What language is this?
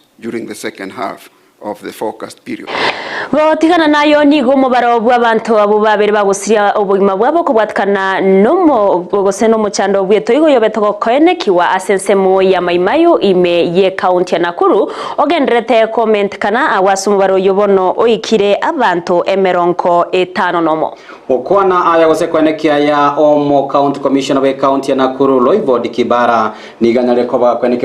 Gusii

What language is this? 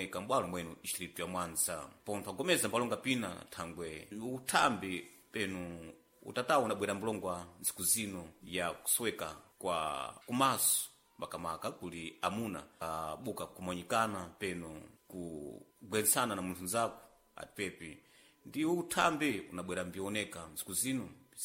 Sena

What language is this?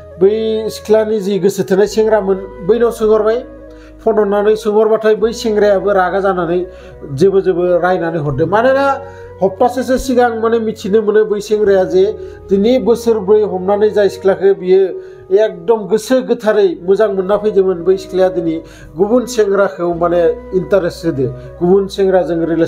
Bodo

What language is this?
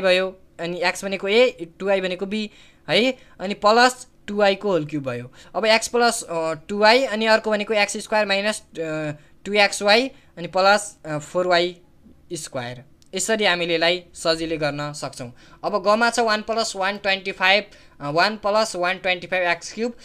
Nepali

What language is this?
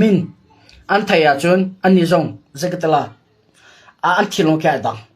Hakha Chin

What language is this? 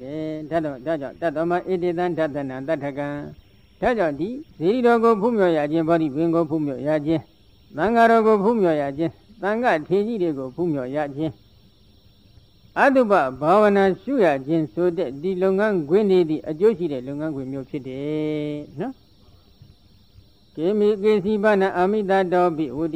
Burmese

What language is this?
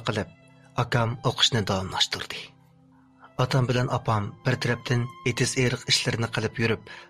Uyghur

